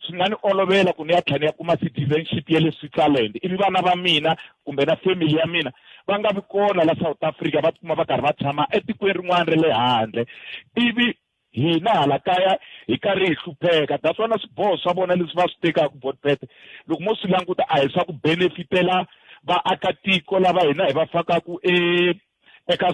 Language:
Tsonga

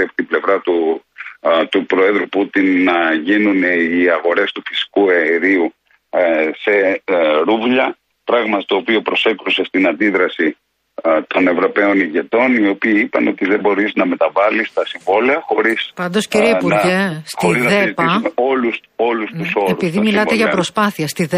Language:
Greek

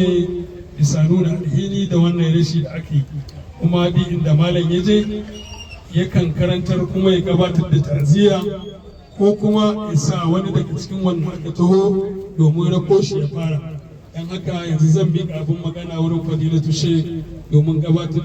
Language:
Hausa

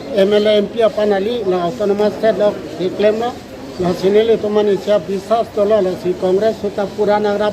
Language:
Karbi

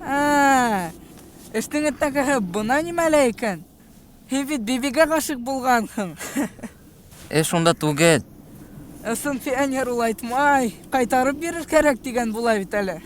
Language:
Bashkir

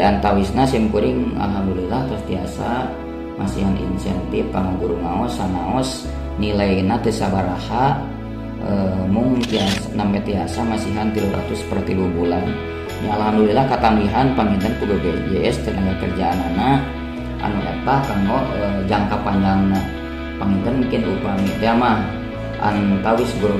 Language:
Sundanese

